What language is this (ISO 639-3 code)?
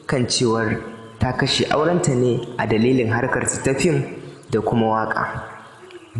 hau